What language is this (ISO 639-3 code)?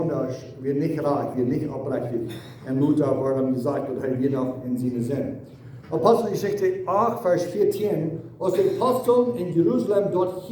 pdt